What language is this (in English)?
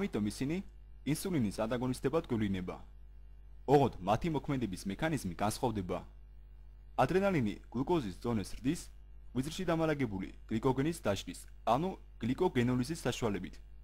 Georgian